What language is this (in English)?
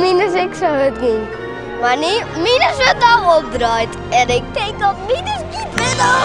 Western Frisian